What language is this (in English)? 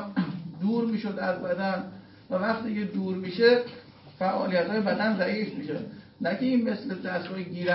Persian